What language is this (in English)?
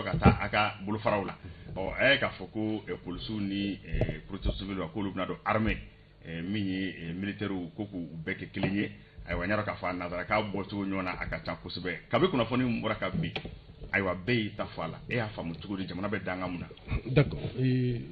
Bambara